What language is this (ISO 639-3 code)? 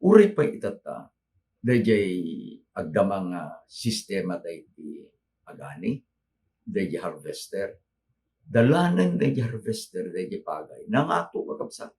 ilo